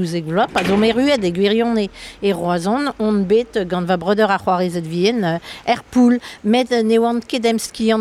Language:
Breton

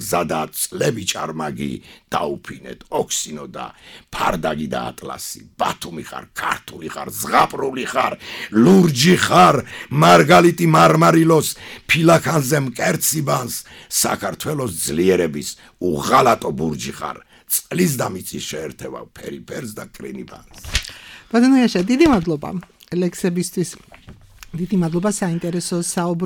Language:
Georgian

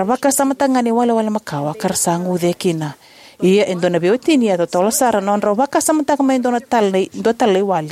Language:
Fijian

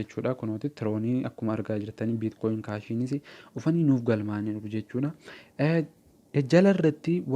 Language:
Oromo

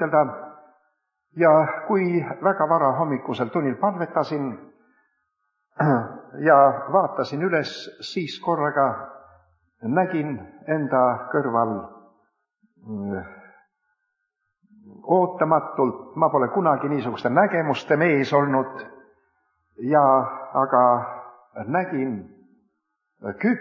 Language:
Estonian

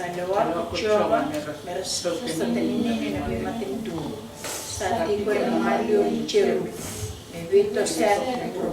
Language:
Fijian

